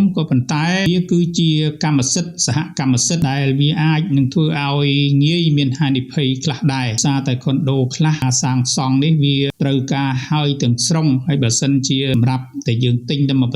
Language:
Khmer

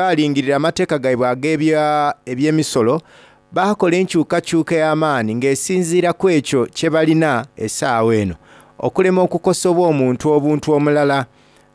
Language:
Soga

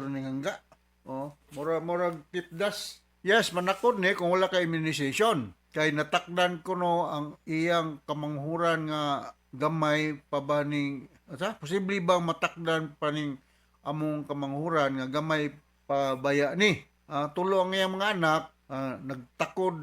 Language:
Cebuano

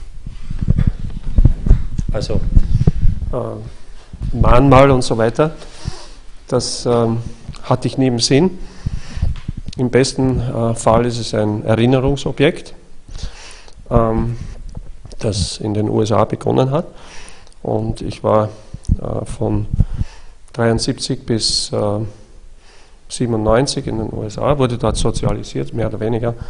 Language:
German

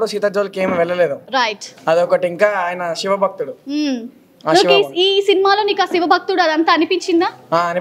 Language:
Telugu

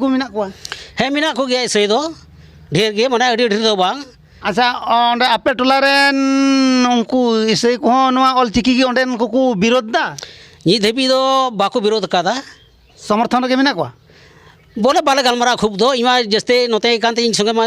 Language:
Santali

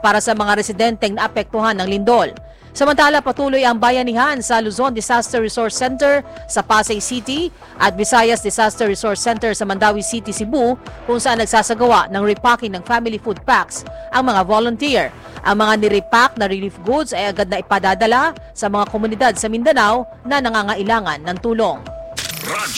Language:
Filipino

